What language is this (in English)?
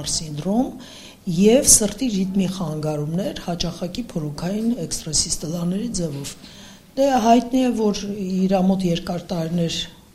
Armenian